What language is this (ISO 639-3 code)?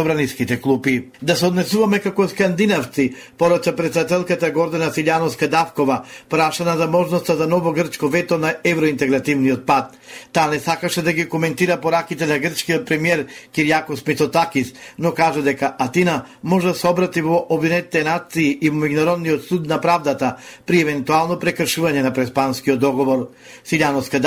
mkd